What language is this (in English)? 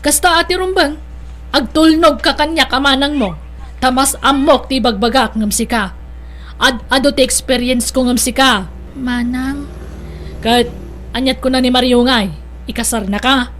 Iloko